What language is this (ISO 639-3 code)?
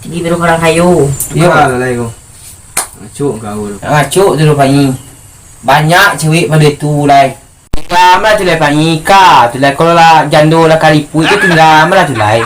min